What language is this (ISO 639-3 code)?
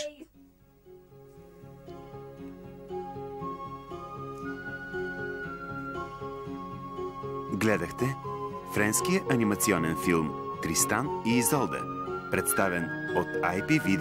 bul